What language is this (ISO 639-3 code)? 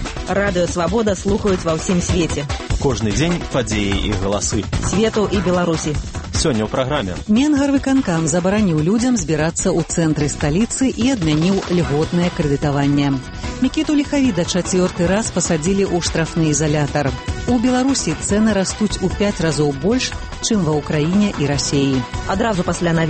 bel